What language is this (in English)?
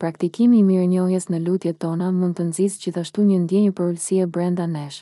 Albanian